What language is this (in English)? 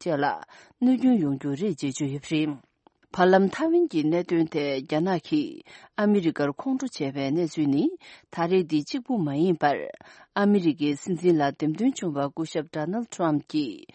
Tibetan